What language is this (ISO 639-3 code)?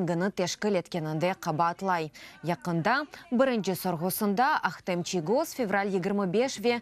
crh